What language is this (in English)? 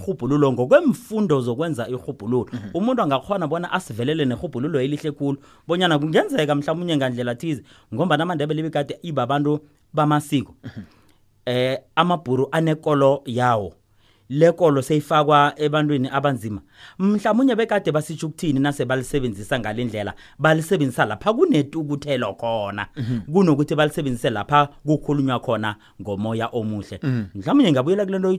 South Ndebele